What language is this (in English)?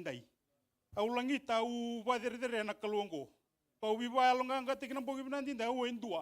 Fijian